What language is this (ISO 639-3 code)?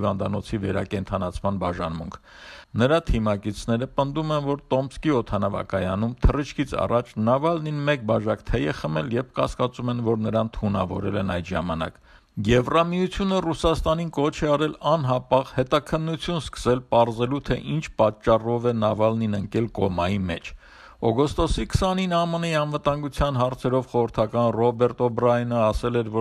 hye